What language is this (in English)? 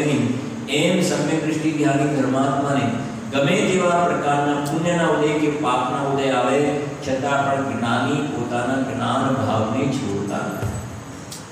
Gujarati